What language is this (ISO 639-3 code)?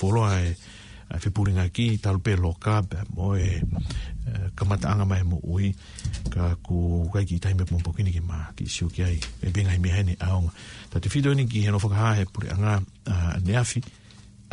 ton